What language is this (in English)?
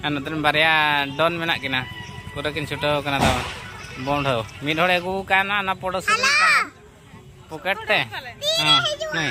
Santali